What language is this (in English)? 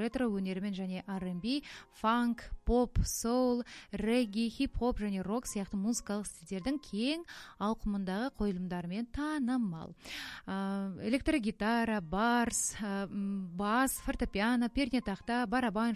Kazakh